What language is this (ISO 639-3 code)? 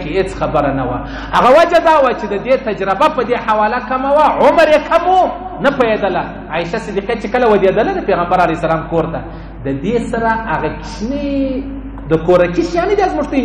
pus